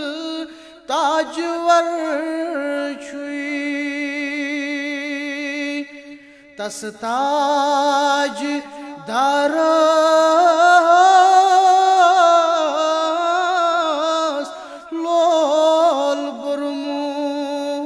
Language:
Kashmiri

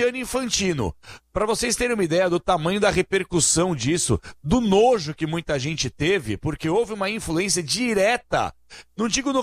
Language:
Portuguese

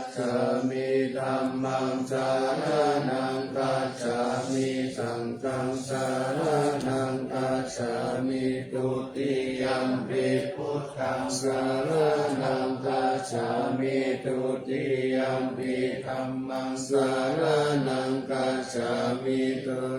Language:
Pali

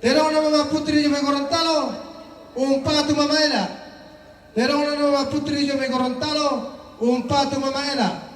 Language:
Toraja-Sa'dan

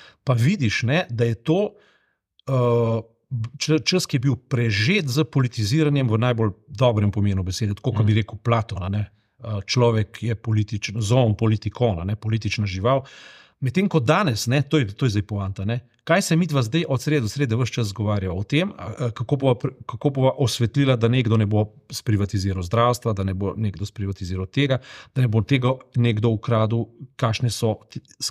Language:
Slovenian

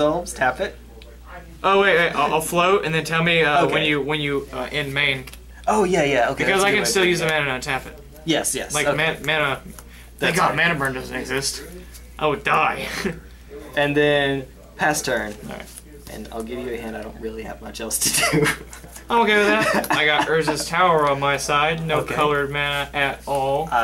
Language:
English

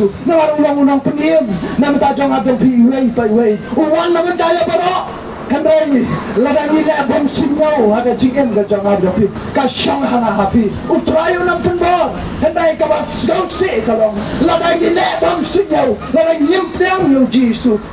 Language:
Khasi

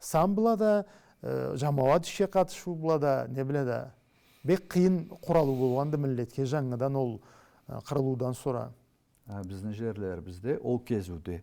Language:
Karachay-Balkar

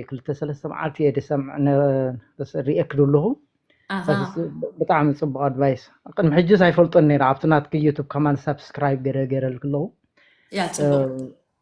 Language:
Tigrinya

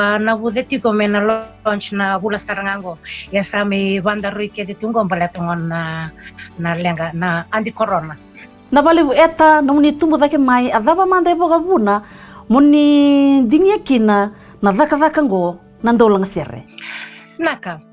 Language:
Fijian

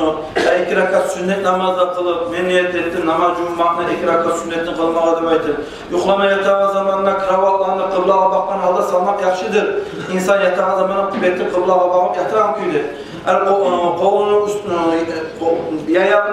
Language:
Kumyk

